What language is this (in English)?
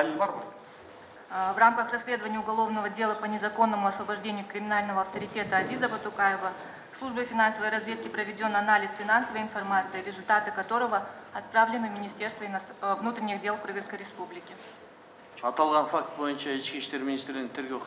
Kyrgyz